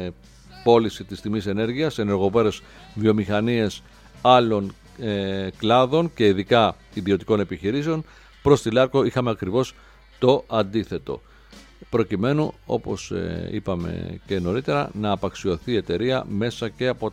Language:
Greek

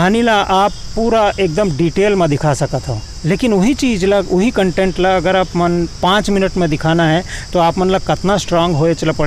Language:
Chhattisgarhi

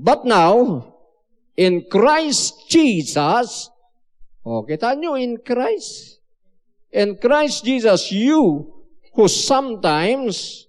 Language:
Iloko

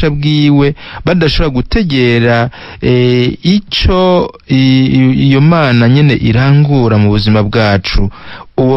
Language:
Rundi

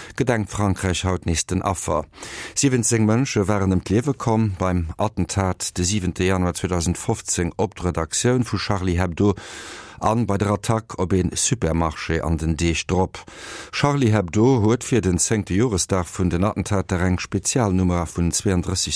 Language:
Luxembourgish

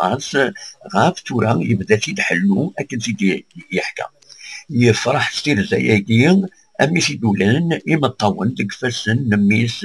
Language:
Kabyle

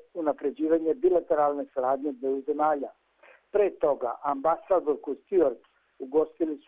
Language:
Serbian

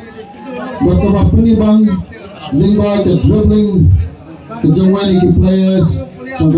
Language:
Khasi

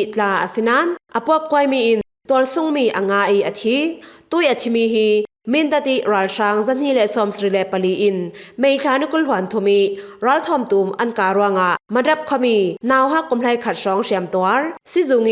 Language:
Falam Chin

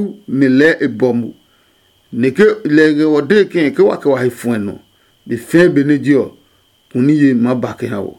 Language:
Adangme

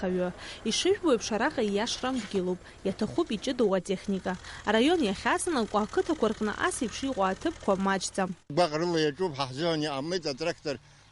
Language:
Abkhazian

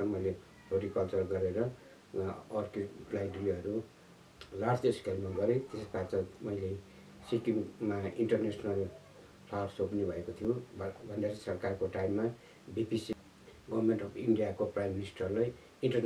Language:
Nepali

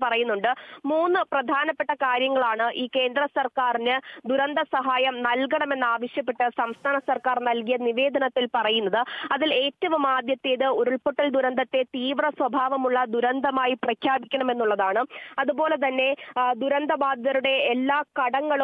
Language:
Malayalam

